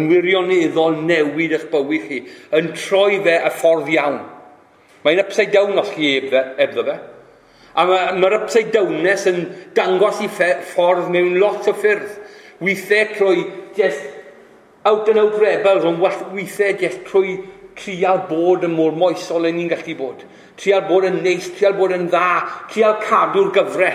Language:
Welsh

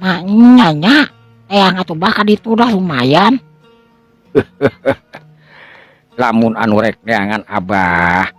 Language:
Sundanese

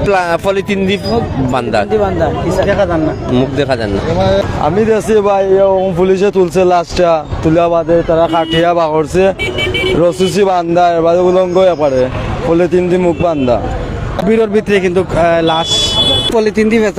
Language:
Sylheti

